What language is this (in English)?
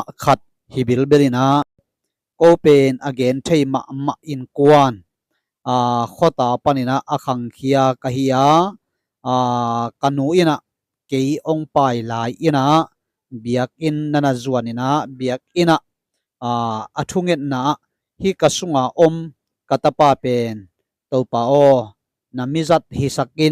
Tedim Chin